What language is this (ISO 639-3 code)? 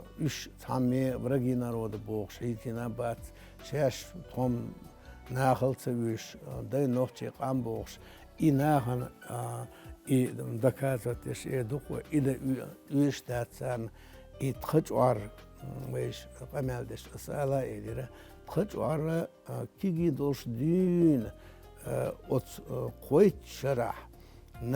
che